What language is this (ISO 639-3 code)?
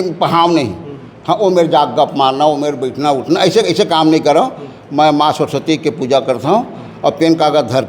hne